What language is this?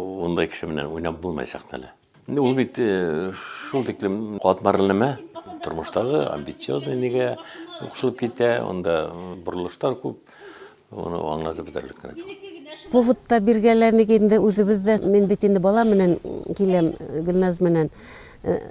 Bashkir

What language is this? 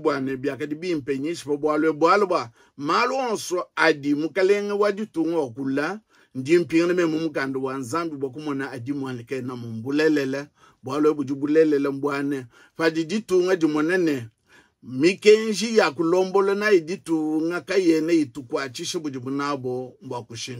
Luba-Lulua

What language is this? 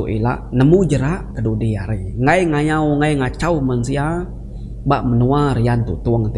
Iban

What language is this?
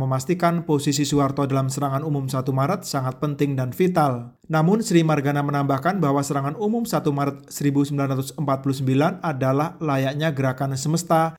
Indonesian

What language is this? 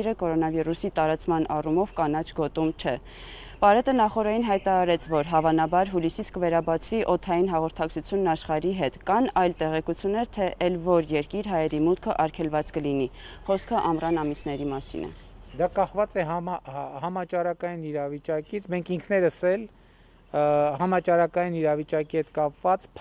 Armenian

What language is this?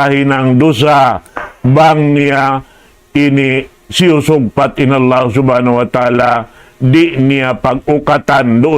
Tausug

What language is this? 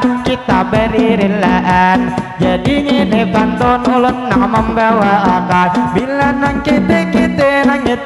Banjar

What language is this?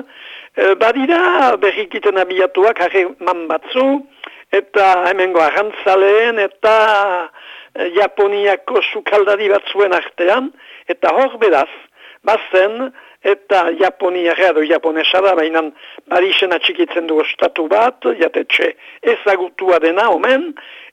Basque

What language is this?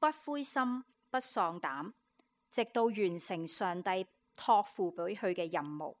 Cantonese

